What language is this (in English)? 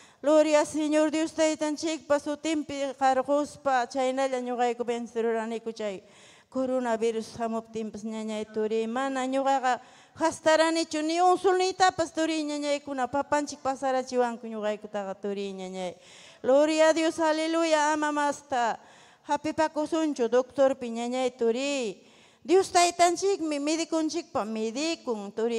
Ayacucho Quechua